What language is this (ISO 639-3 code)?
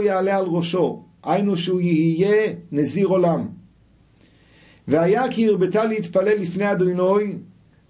heb